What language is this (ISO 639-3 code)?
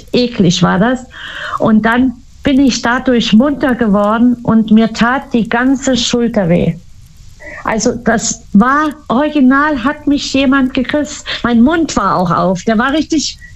deu